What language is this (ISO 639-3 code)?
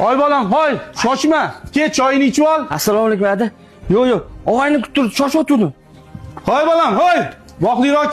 uzb